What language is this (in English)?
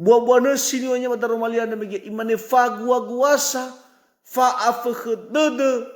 Nias